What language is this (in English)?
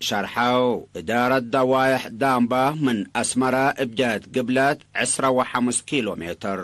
Tigre